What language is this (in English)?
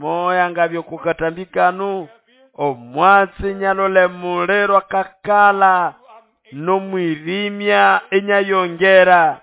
Nande